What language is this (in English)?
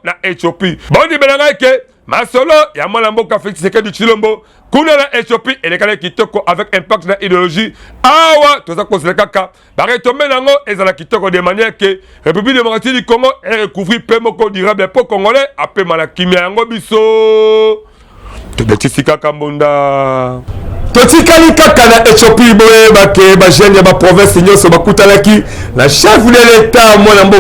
Lingala